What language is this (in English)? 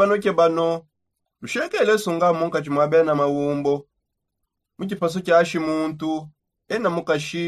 Songe